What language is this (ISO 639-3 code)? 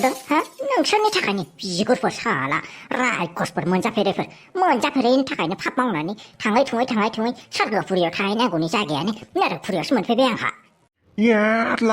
brx